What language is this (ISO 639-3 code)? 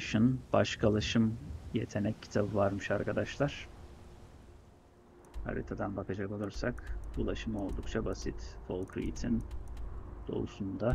tur